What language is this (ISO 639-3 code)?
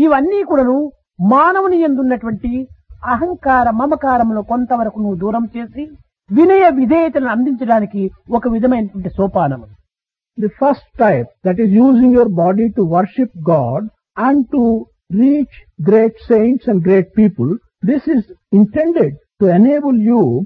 tel